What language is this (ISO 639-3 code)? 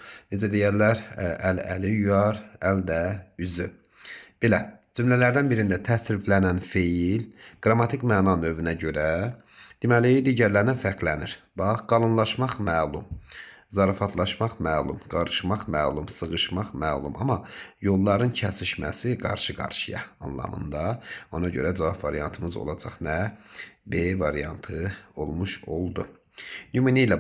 aze